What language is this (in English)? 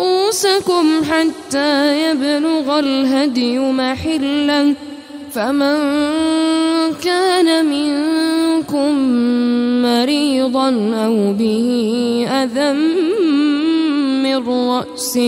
Arabic